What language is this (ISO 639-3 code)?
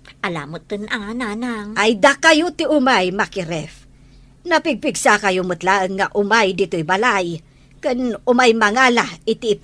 ilo